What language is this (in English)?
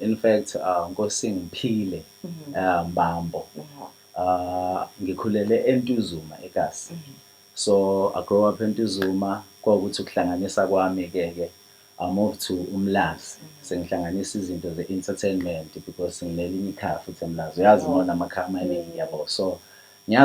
Zulu